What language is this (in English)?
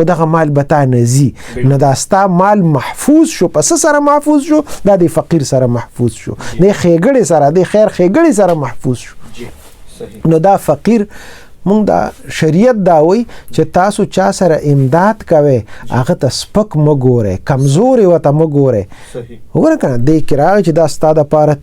Pashto